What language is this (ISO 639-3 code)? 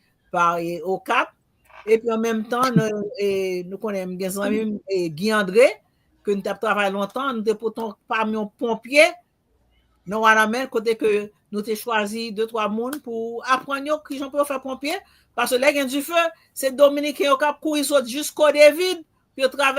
hat